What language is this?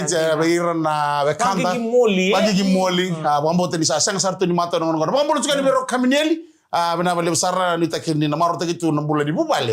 Fijian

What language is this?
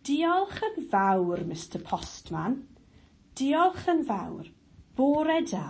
Welsh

